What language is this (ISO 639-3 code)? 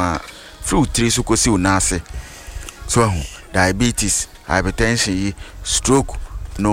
aka